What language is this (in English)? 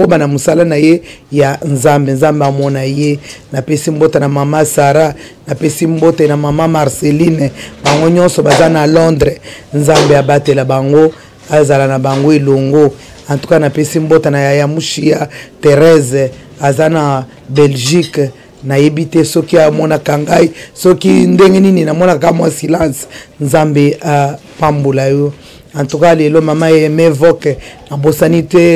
Lingala